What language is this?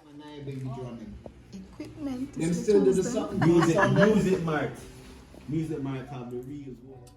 Jamaican Creole English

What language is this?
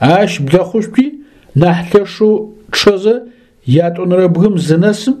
Adyghe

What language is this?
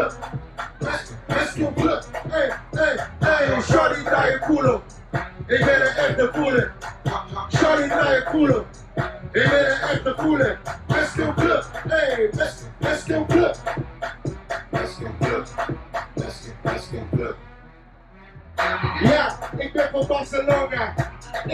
Dutch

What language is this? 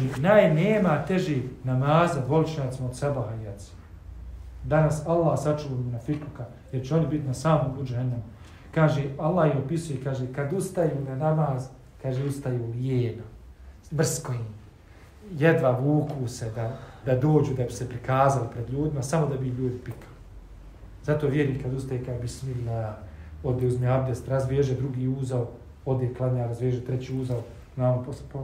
Bosnian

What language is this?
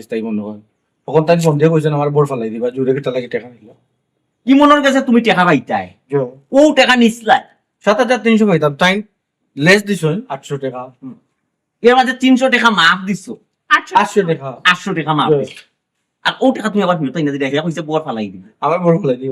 Sylheti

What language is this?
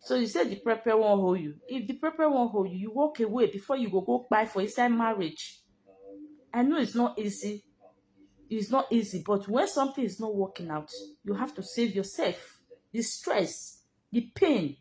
Nigerian Pidgin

